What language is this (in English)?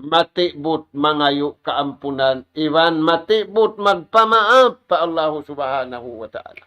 Tausug